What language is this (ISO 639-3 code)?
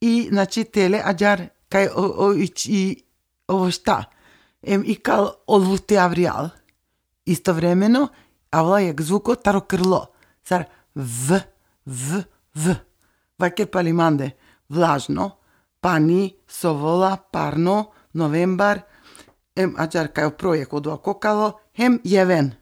sqi